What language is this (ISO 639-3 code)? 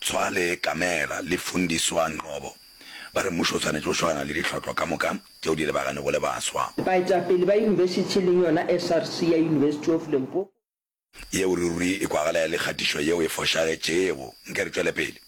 nso